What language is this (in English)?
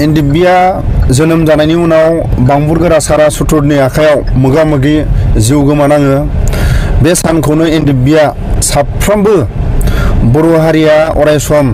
Bodo